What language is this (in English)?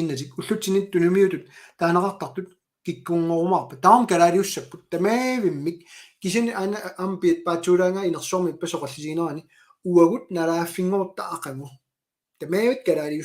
Kalaallisut